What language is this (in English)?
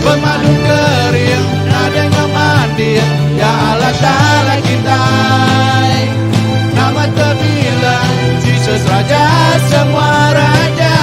Iban